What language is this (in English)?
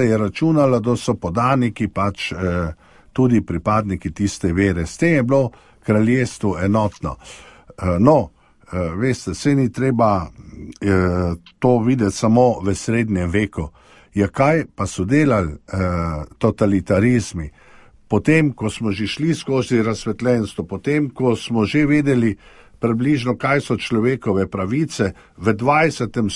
Slovenian